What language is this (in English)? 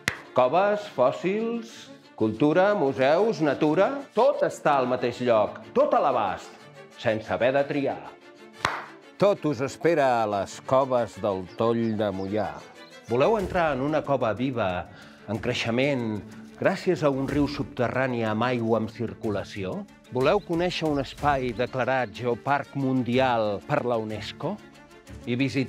Catalan